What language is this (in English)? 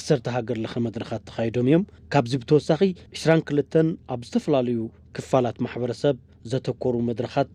Tigrinya